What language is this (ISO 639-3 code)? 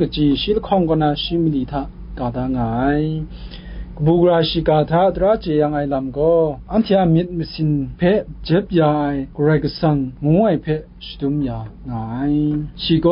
kac